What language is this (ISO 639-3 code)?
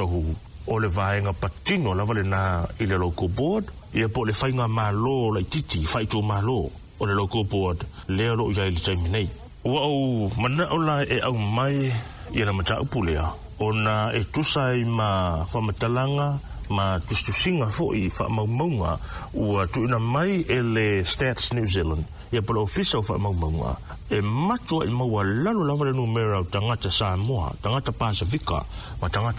smo